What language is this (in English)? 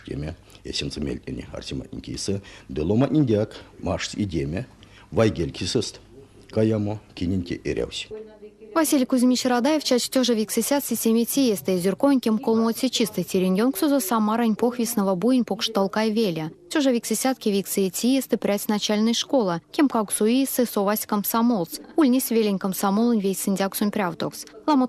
Erzya